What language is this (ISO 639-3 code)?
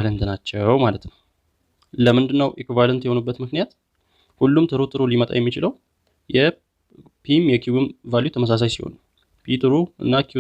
amh